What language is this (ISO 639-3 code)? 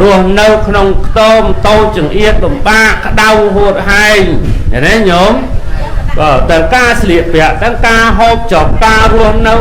khm